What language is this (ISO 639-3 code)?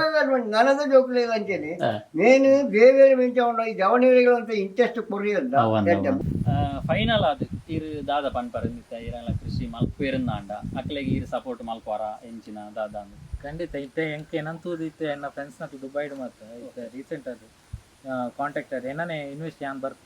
tcy